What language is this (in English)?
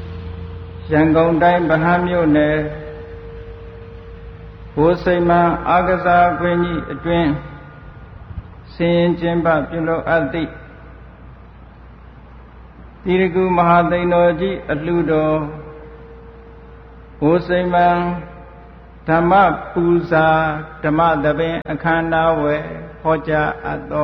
Burmese